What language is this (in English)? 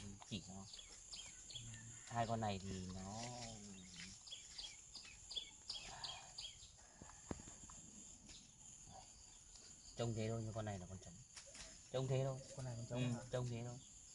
Vietnamese